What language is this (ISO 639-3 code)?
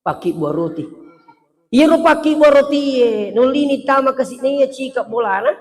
bug